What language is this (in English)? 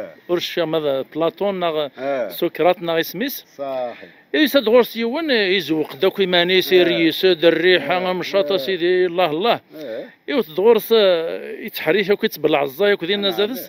Kabyle